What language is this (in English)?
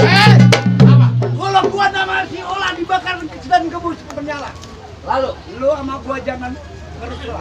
Betawi